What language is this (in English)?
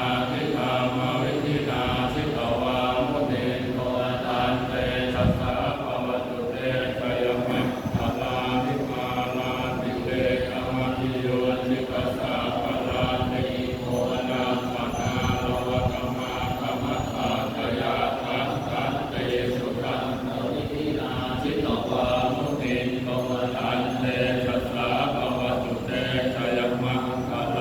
Pali